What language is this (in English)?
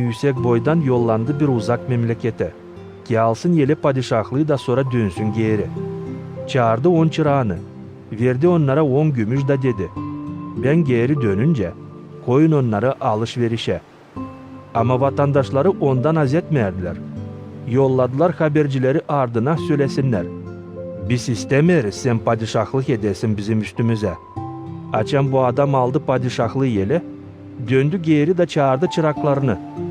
Gagauz